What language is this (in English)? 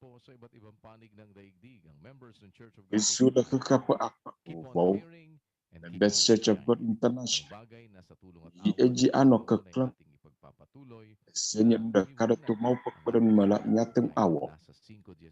Ewe